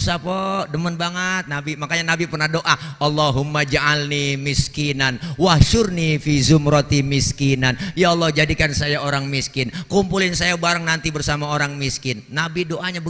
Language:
Betawi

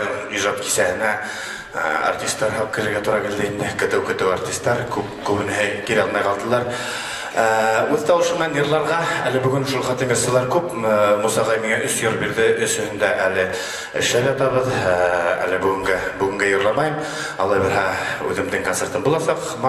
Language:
Bashkir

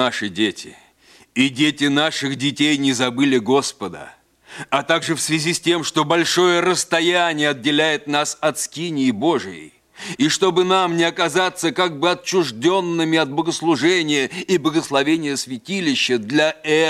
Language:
Russian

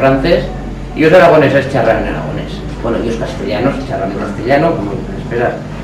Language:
Aragonese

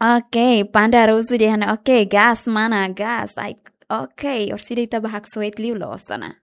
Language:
Tetum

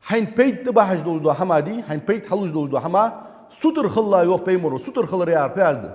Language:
Ingush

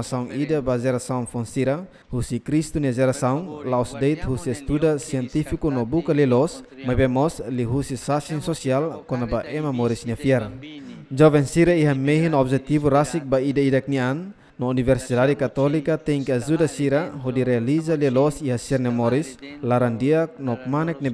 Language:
Tetum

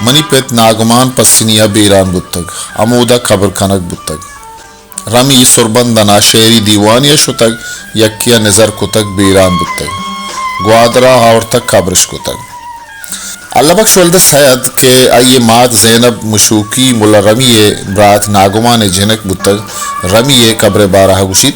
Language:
Baluchi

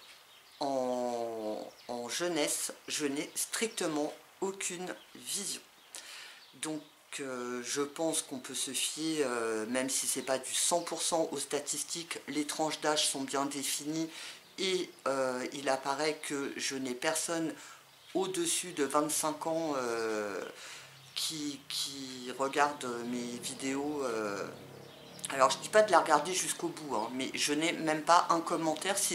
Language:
French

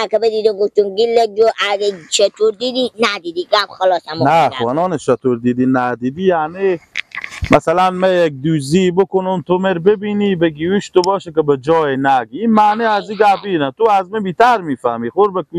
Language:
Persian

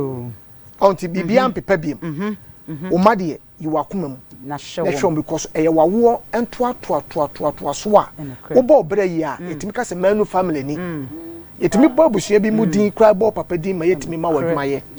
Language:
Akan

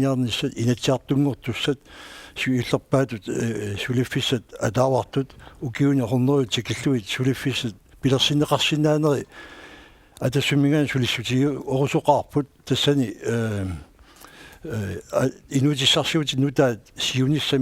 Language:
Kalaallisut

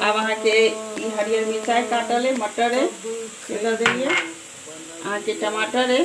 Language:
Maithili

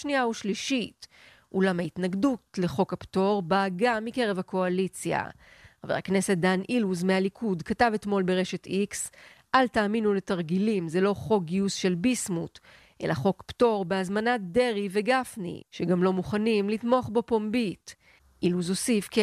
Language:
Hebrew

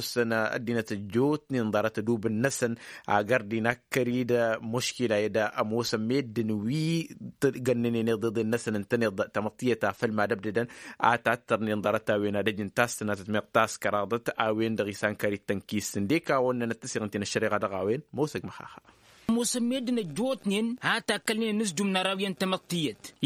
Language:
Tamasheq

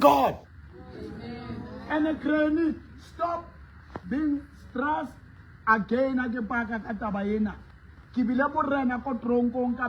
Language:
Southern Sotho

